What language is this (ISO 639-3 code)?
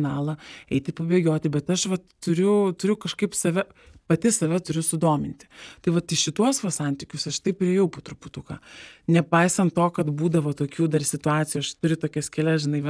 lit